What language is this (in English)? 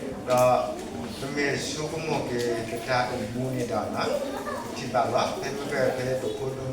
S'gaw Karen